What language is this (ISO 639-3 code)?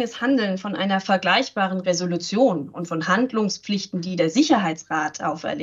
deu